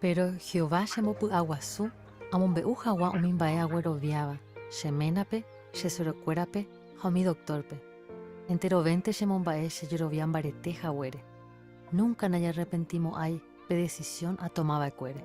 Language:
Guarani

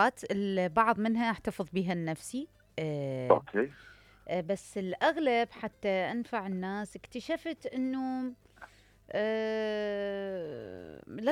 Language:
Mesopotamian Arabic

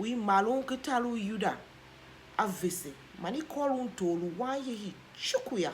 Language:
Tiv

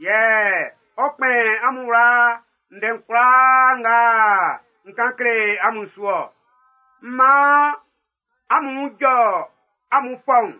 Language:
Baoulé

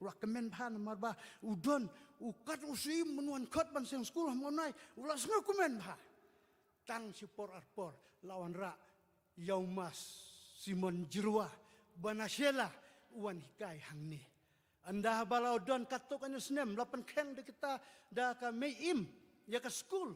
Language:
Khasi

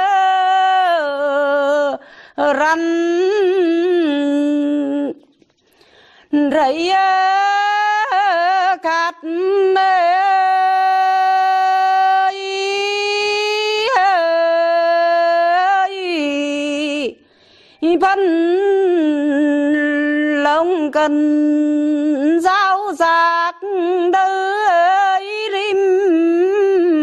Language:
Vietnamese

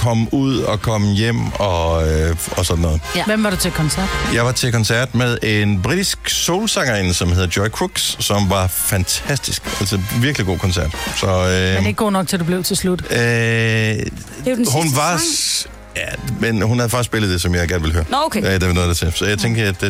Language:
Danish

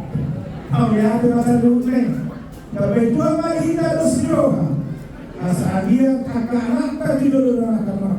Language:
Batak Toba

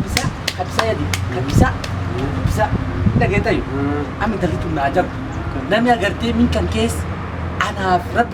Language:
Oromo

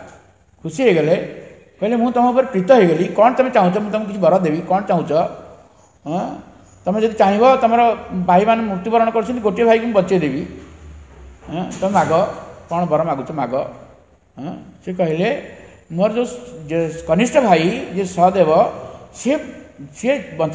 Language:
Odia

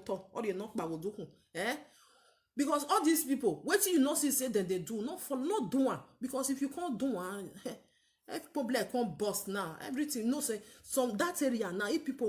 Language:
Nigerian Pidgin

